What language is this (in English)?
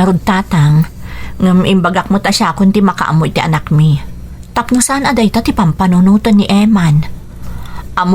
Iloko